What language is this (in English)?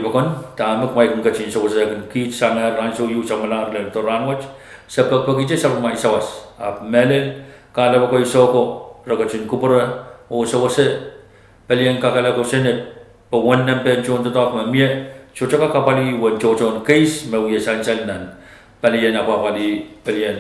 Pohnpeian